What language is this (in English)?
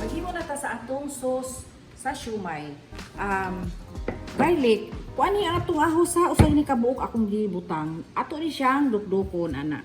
Cebuano